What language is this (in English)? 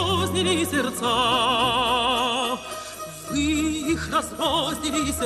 Russian